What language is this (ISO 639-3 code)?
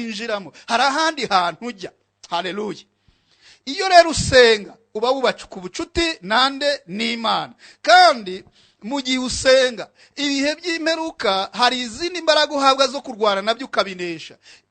kin